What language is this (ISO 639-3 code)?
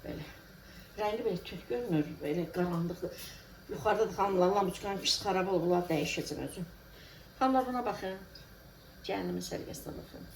aze